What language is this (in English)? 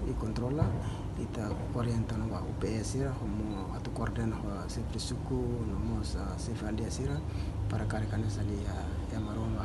Tetum